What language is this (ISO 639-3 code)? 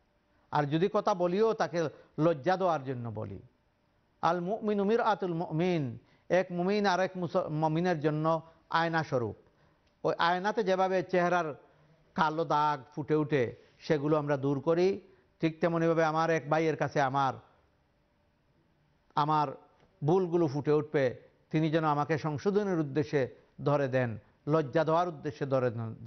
ben